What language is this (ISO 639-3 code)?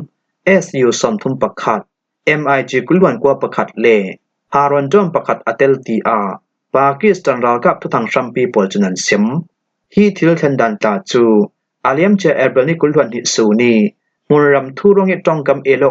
cfm